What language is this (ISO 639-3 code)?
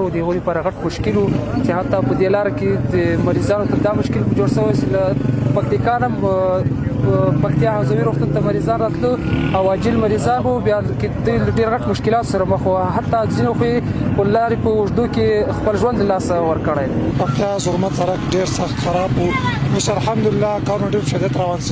pus